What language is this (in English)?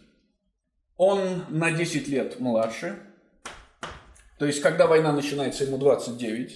Russian